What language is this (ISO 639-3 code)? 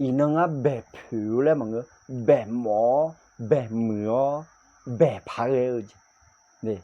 ahk